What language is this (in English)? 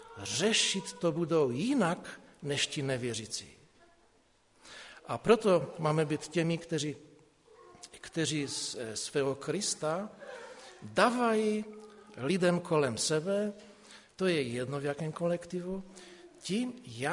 Czech